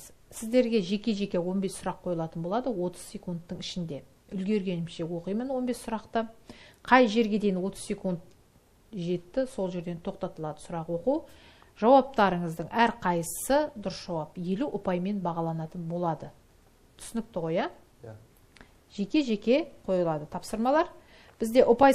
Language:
Kazakh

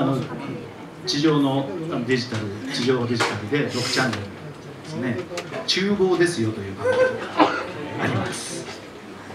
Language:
Japanese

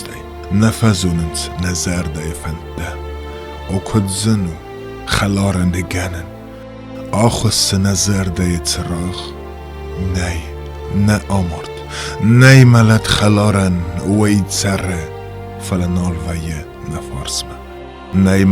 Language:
Ossetic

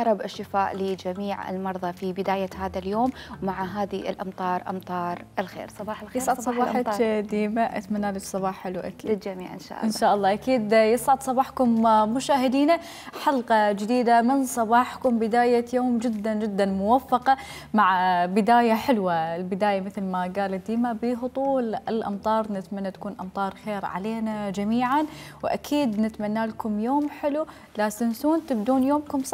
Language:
Mesopotamian Arabic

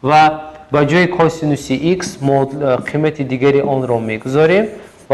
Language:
Tajik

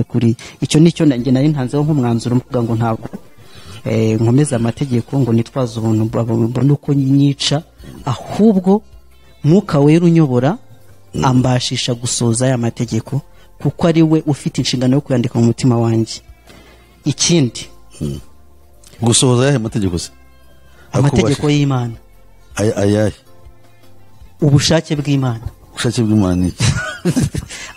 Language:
Kinyarwanda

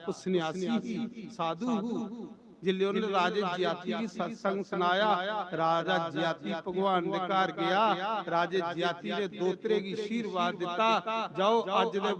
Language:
Dogri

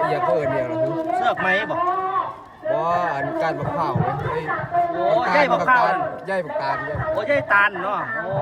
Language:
Northeastern Thai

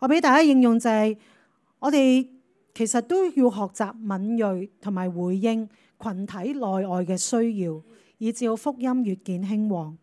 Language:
Cantonese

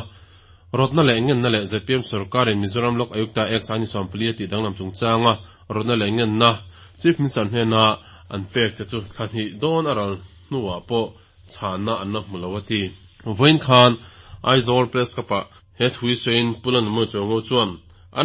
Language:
Mizo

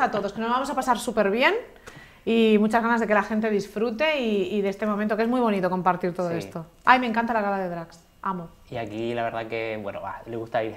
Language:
Spanish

